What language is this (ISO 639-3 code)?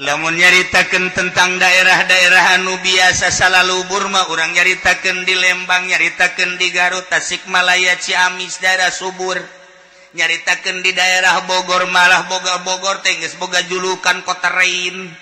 sun